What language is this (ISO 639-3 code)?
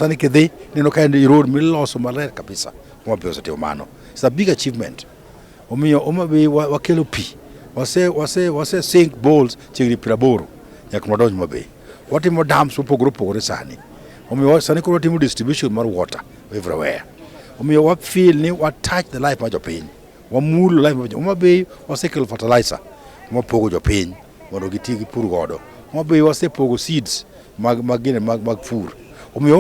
luo